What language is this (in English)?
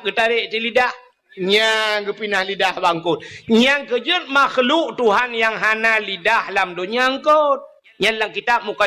Achinese